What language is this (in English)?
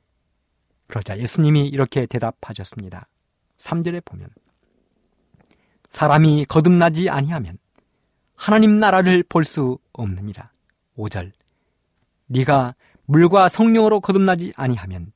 Korean